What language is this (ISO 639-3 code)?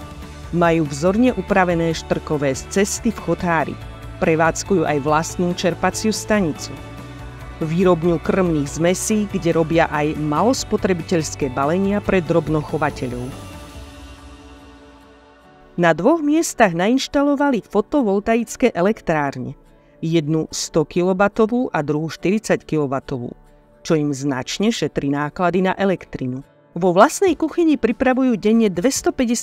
slk